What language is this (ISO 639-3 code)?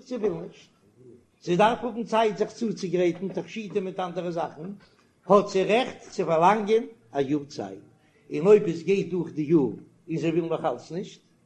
yid